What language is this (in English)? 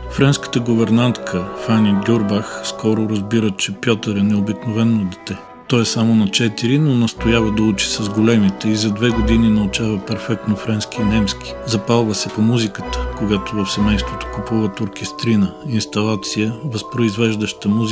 Bulgarian